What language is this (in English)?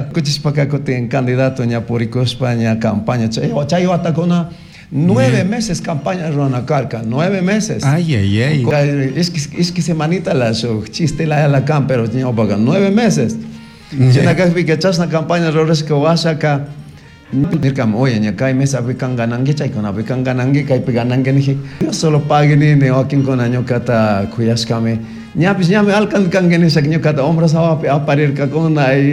Chimborazo Highland Quichua